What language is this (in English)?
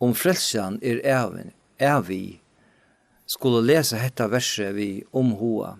Faroese